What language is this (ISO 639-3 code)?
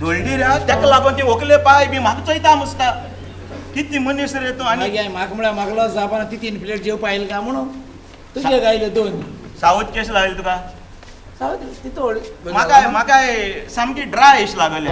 kok